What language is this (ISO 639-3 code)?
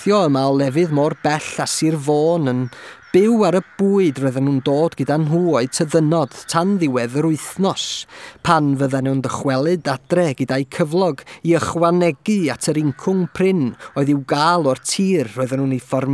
cym